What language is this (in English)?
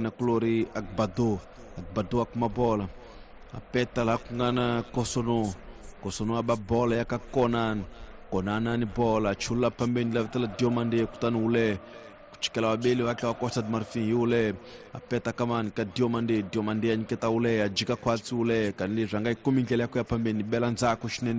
Tsonga